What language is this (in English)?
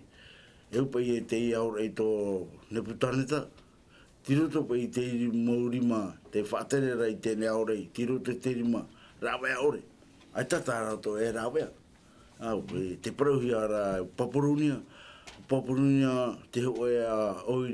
Tahitian